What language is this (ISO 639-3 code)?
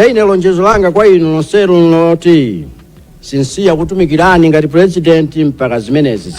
nya